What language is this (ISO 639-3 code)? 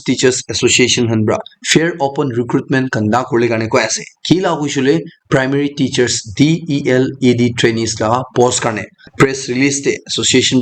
nag